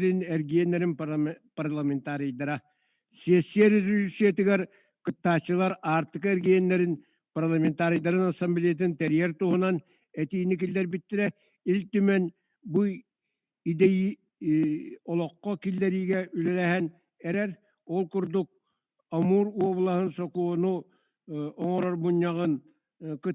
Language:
Yakut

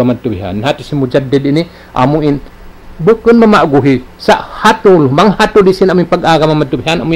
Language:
Tausug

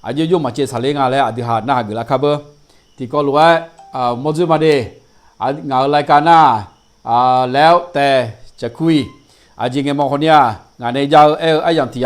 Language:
Akha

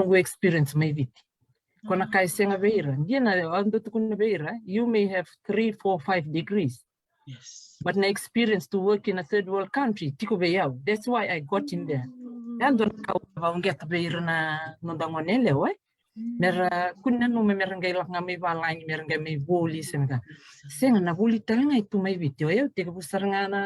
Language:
Fijian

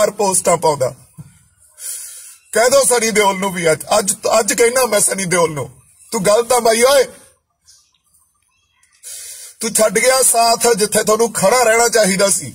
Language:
Punjabi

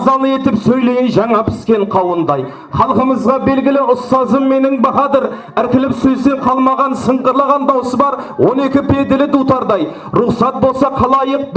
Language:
Kara-Kalpak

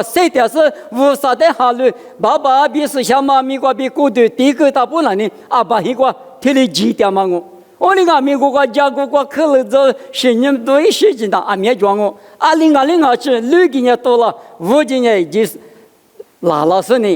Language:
Lisu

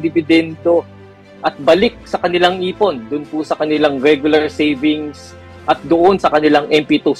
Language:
Filipino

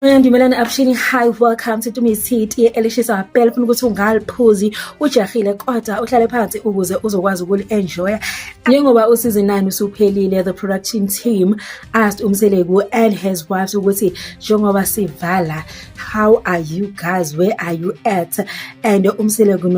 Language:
Zulu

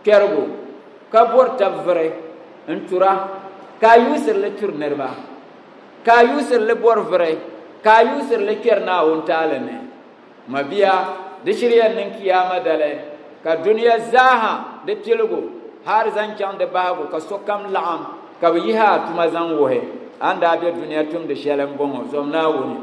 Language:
Dagbani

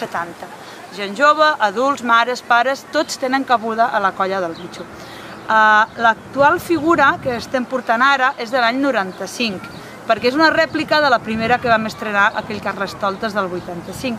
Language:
Catalan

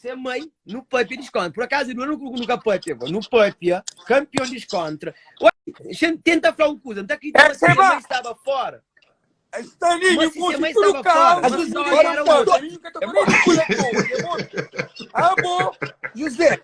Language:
Kabuverdianu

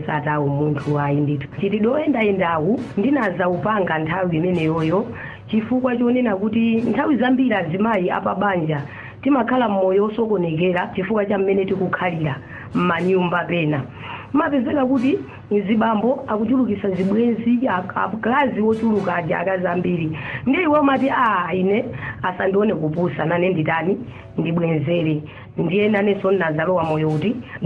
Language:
Nyanja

